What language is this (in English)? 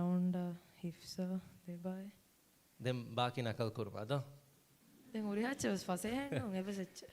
Divehi